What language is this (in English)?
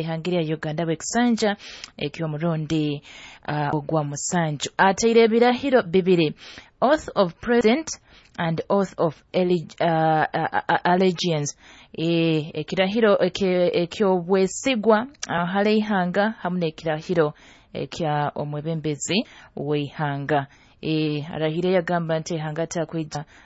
Nyoro